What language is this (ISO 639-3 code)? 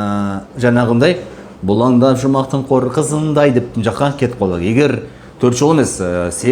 kaz